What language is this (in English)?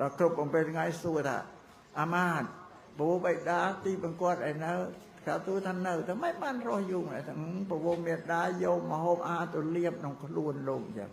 Khmer